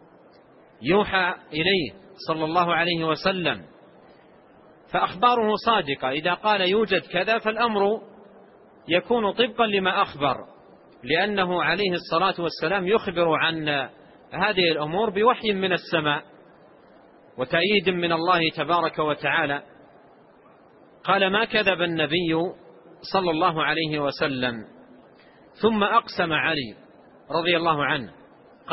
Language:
Arabic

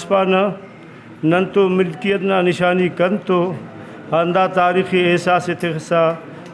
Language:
Brahui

